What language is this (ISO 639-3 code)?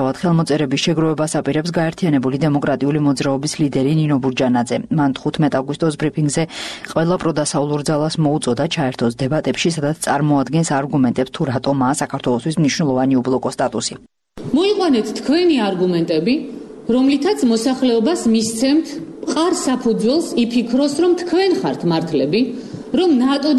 kat